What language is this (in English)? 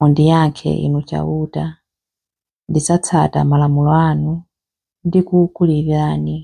Nyanja